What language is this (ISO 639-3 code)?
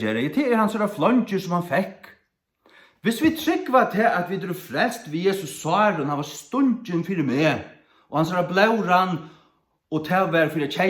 fao